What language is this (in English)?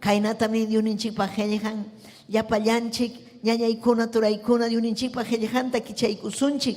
Ayacucho Quechua